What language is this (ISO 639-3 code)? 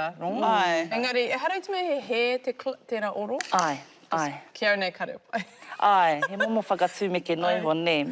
mri